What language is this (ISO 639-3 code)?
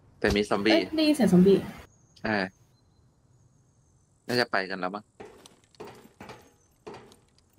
tha